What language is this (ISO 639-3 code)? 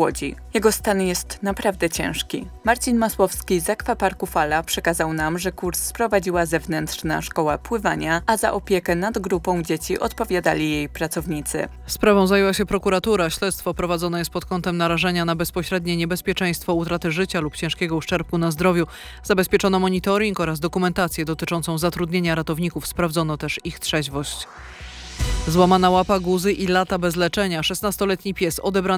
pol